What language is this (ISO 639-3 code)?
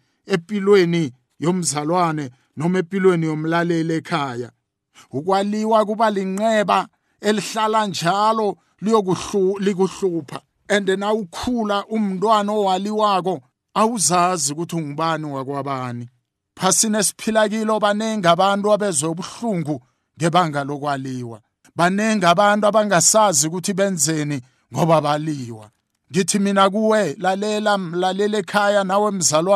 nbl